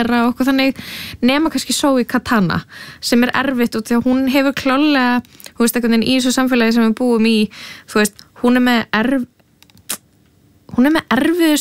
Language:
Icelandic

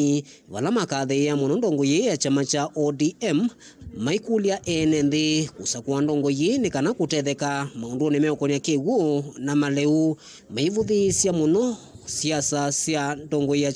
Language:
Kamba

